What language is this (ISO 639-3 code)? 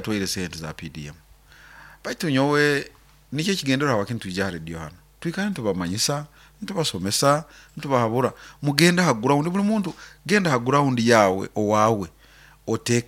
nyo